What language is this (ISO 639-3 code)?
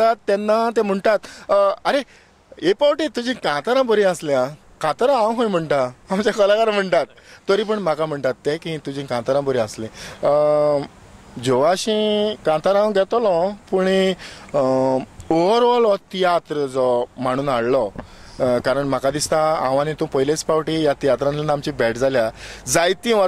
kok